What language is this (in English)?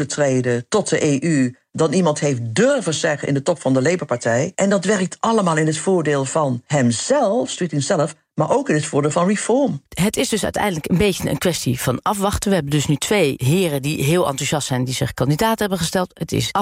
Dutch